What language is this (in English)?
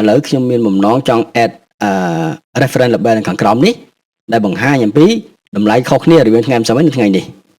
Khmer